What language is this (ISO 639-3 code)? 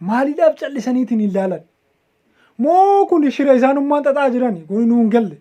orm